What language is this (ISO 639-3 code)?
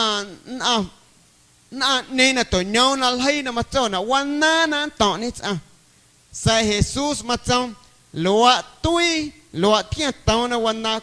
amu